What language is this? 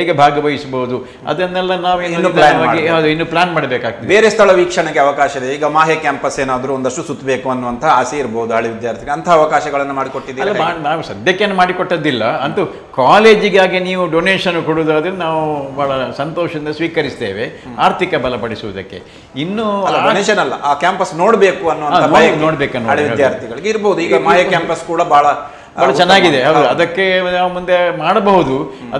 Kannada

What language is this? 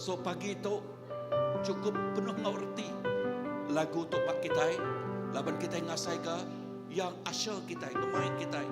Iban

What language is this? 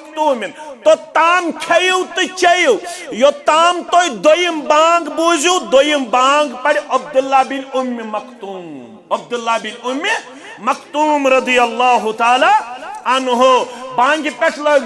Kashmiri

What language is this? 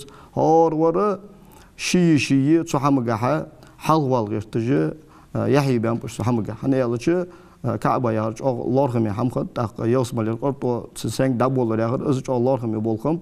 Ingush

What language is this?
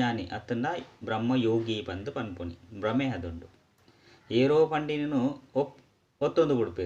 Tulu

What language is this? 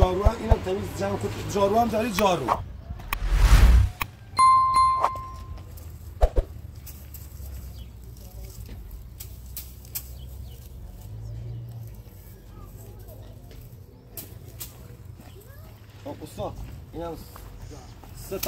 Persian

